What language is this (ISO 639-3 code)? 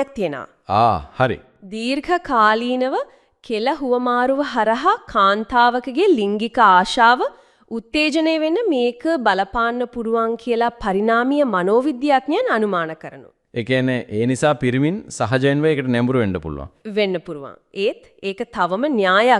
sin